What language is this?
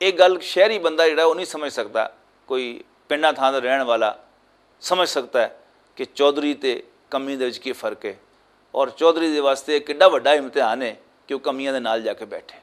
Western Panjabi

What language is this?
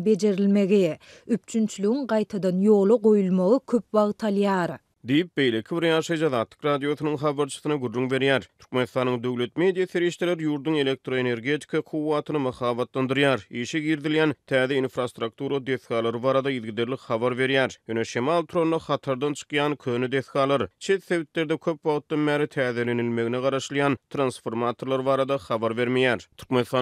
Turkmen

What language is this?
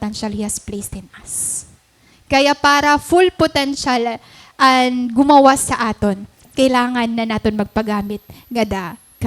Waray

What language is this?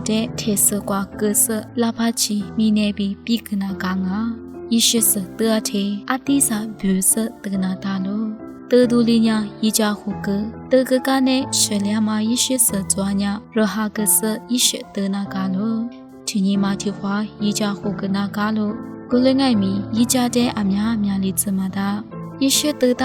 Lisu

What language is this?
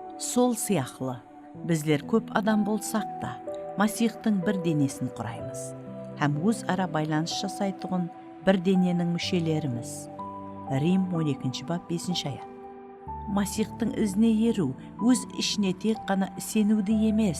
Kara-Kalpak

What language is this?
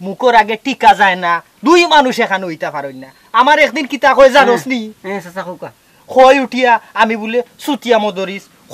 Sylheti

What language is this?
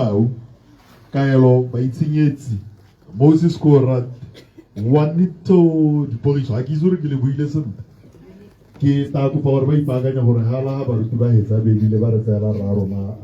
Tswana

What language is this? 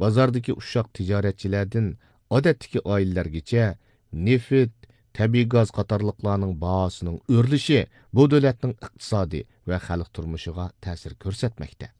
Uyghur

